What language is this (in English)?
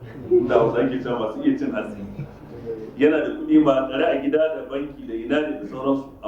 Hausa